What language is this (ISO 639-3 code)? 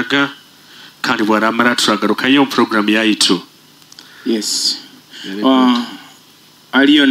nyo